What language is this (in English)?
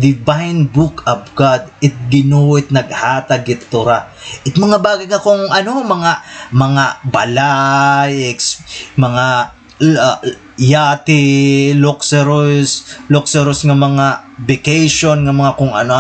Waray